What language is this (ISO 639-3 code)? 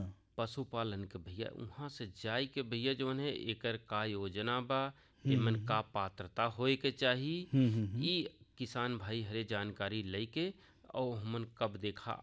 bho